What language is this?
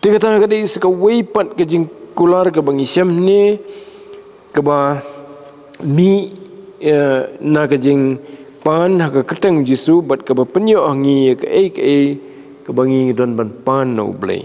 Khasi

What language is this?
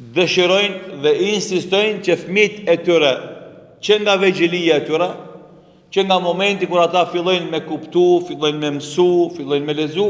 Albanian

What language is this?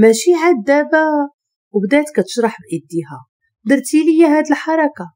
Moroccan Arabic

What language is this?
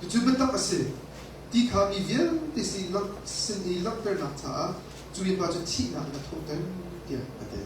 Hakha Chin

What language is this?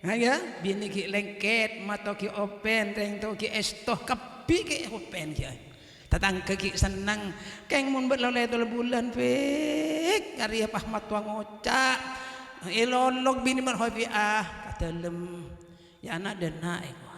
Madurese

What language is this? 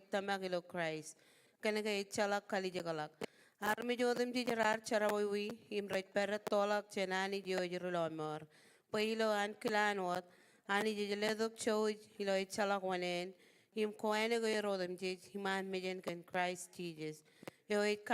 Marshallese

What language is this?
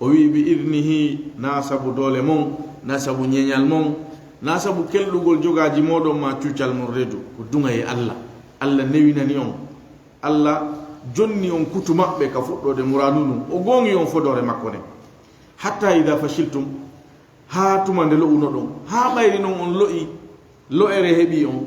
Fula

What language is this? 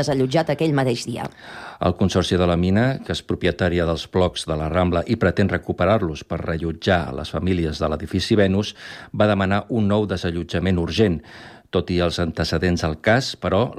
Catalan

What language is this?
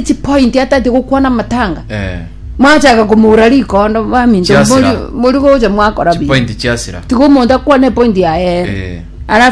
Gusii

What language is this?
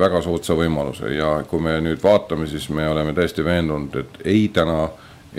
Estonian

